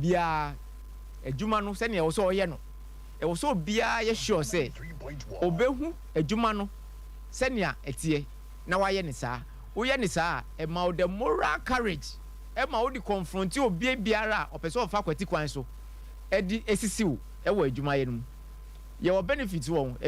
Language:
Akan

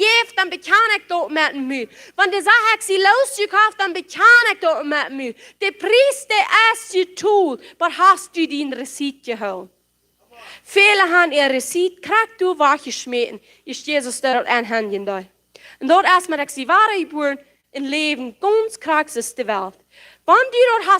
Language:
Plautdietsch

